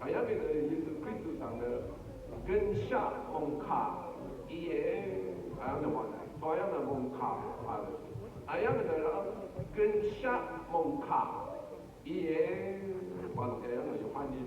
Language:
Rawang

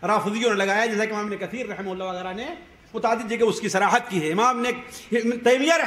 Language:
Urdu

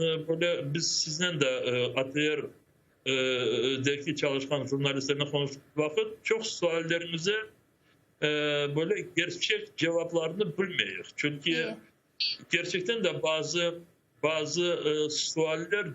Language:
Crimean Tatar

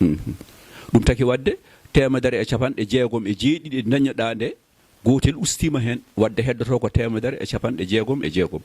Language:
Fula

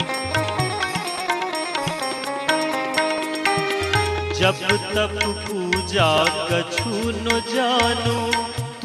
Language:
Hindi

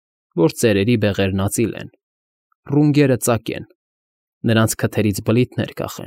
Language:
Armenian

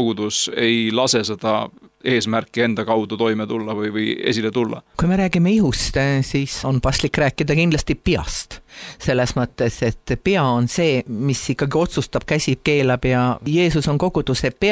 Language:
Estonian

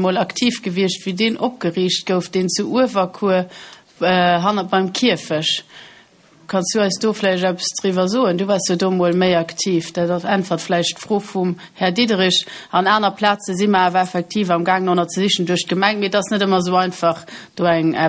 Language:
Luxembourgish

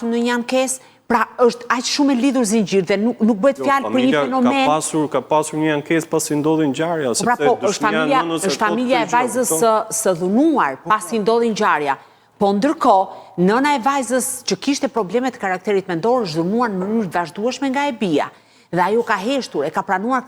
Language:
Albanian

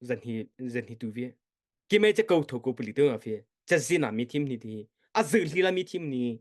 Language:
Mara Chin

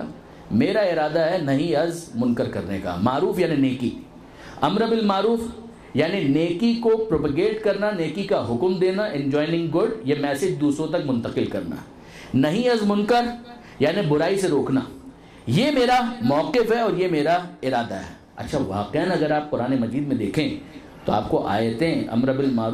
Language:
Urdu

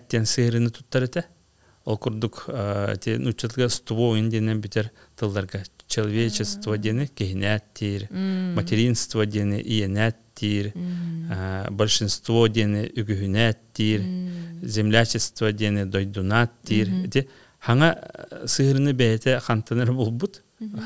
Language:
Yakut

